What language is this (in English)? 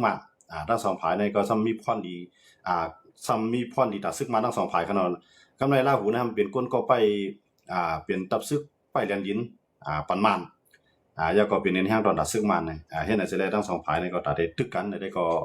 Shan